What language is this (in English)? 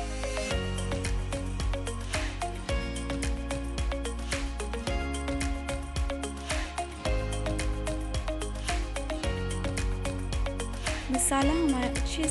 Hindi